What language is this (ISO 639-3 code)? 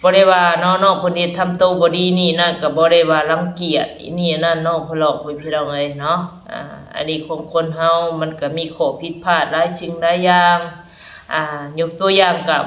tts